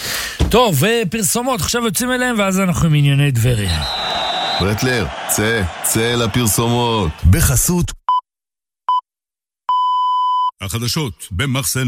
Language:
Hebrew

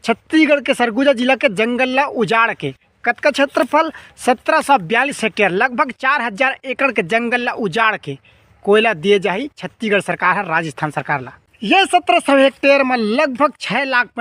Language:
Chhattisgarhi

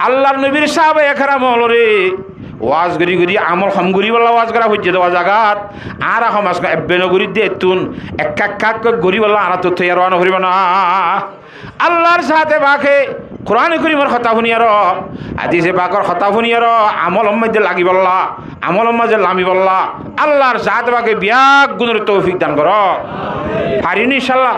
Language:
Rohingya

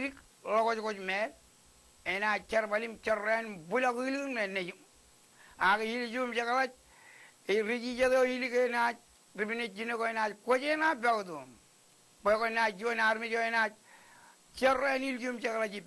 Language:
Marshallese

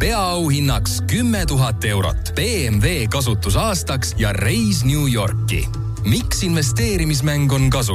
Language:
Estonian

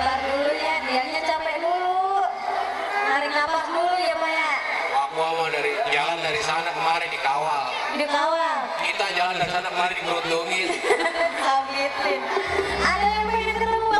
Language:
Betawi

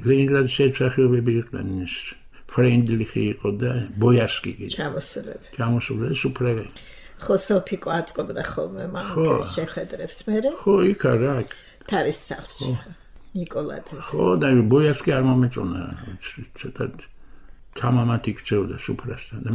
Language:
Georgian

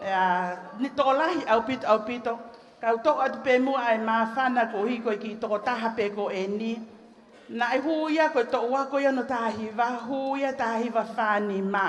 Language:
Tongan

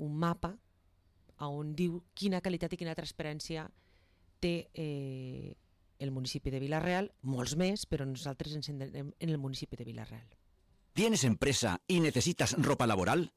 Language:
Catalan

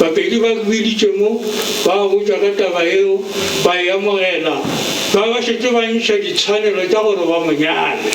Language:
Northern Sotho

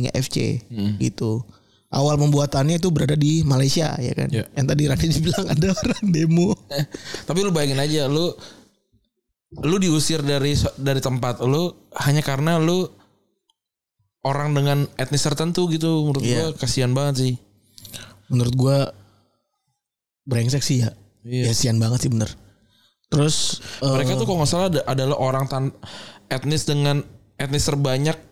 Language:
Indonesian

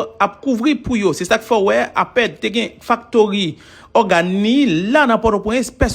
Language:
Haitian Creole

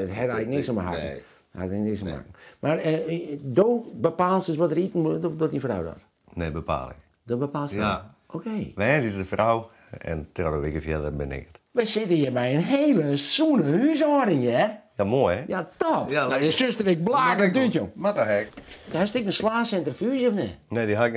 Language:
Western Frisian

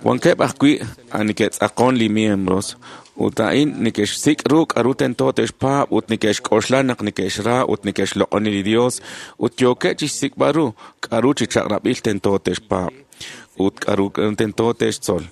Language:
Kekchí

